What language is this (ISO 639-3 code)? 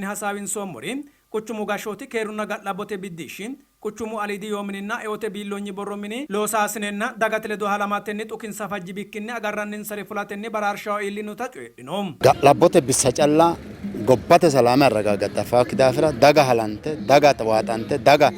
sid